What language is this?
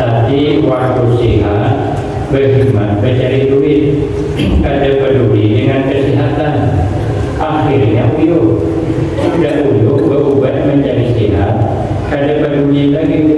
Banjar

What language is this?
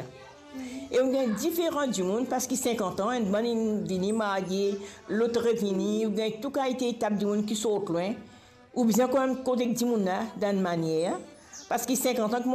Morisyen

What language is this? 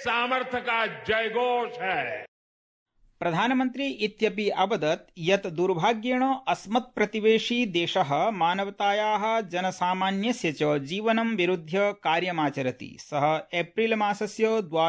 Sanskrit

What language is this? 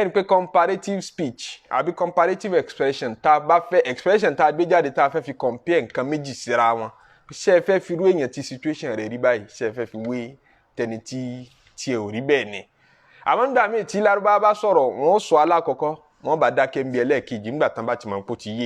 Yoruba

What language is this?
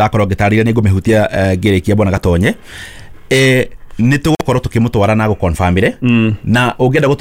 Kikuyu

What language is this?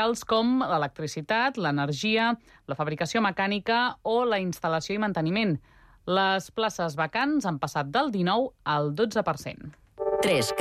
Catalan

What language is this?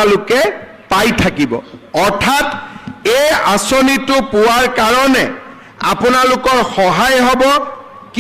Assamese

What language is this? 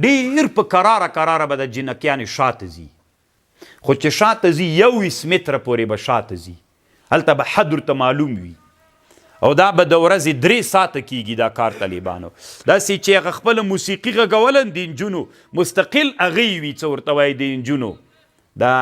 Pashto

